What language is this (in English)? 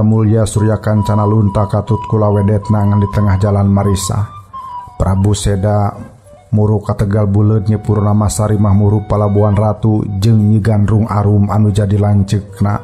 Sundanese